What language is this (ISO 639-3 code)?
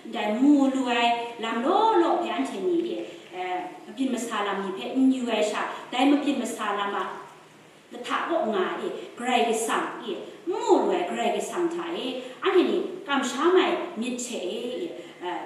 kac